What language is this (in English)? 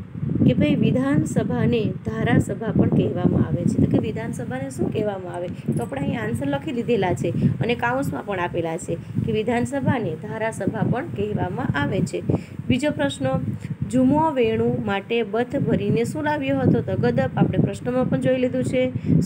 Gujarati